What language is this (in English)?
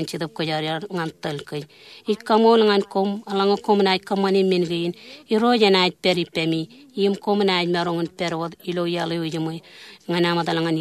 Marshallese